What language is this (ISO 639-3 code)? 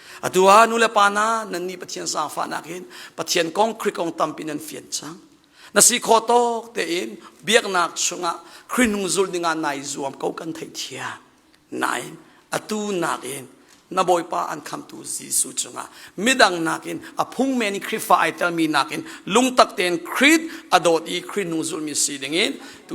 cnh